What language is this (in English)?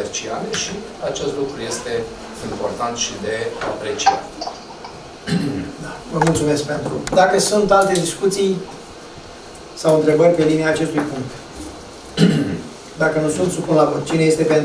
Romanian